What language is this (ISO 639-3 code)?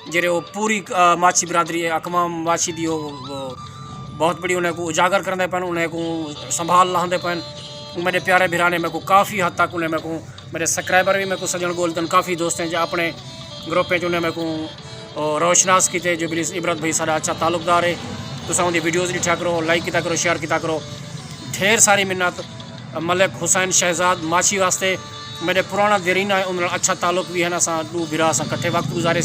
skr